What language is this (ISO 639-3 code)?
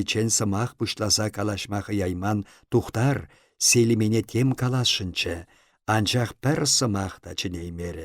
chv